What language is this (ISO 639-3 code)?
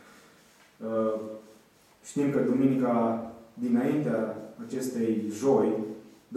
ron